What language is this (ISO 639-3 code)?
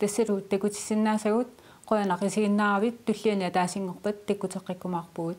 kal